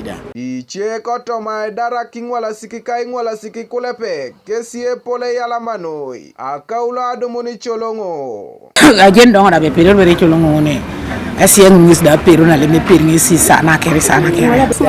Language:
Teso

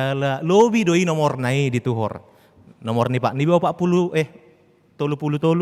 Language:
Batak Toba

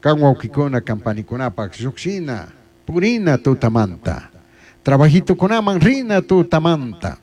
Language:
Chimborazo Highland Quichua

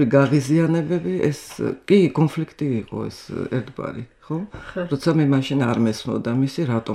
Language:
Georgian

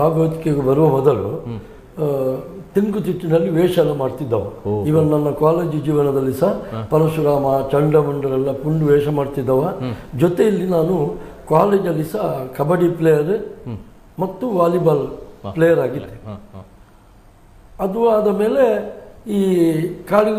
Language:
Kannada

